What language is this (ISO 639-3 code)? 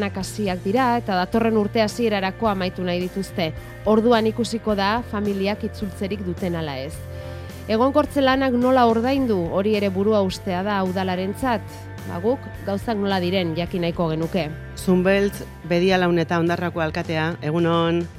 eus